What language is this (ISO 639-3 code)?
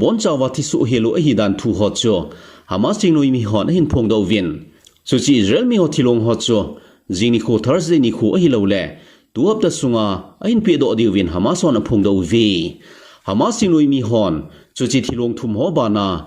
tcz